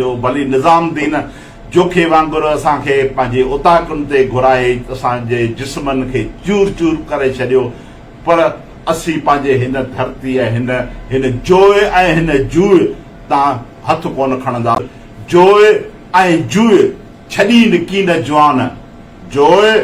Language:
Sindhi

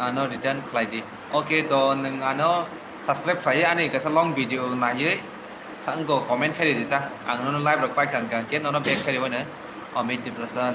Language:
Kok Borok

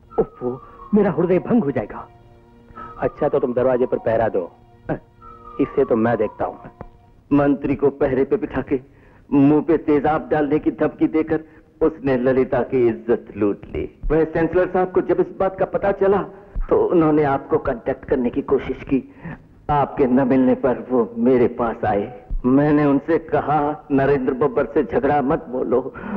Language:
Hindi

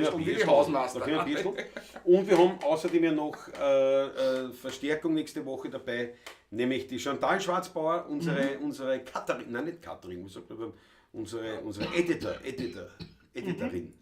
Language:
Bavarian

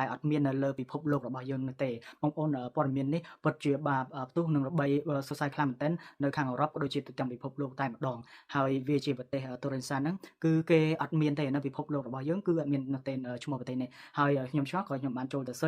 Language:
Khmer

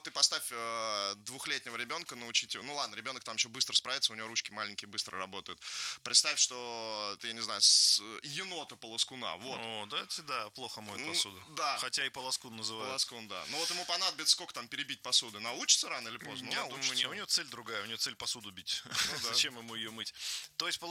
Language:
Russian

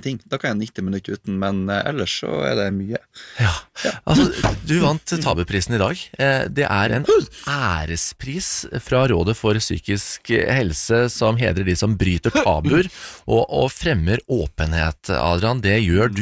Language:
Norwegian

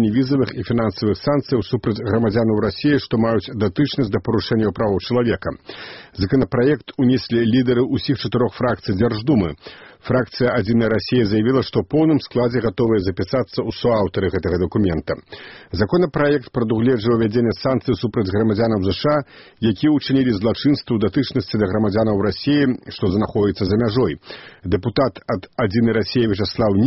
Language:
Belarusian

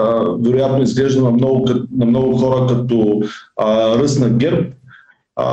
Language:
Bulgarian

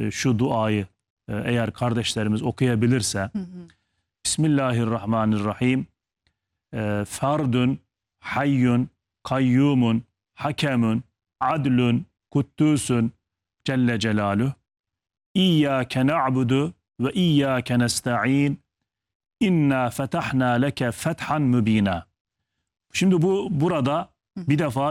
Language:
Turkish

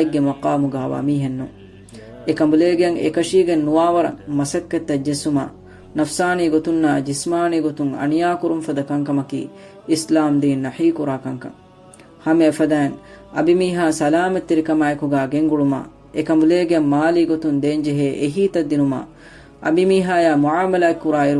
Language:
Divehi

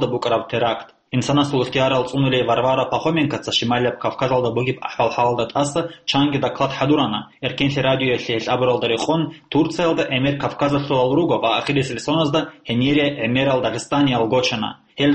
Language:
Avaric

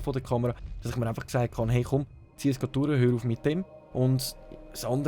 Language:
Swiss German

